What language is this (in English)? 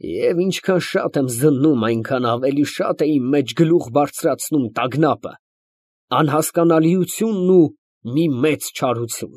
Armenian